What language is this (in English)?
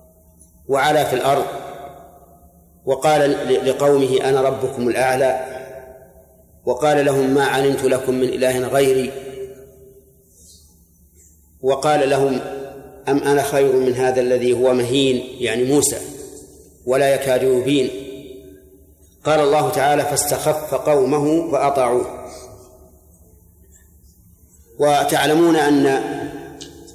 Arabic